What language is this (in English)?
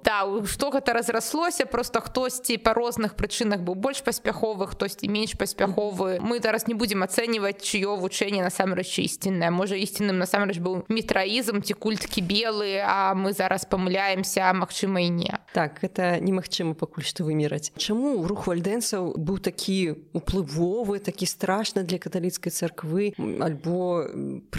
Belarusian